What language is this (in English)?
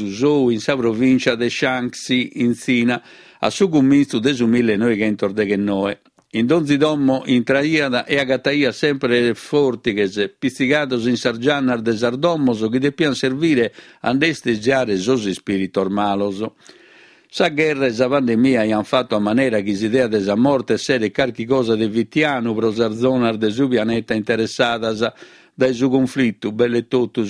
Sardinian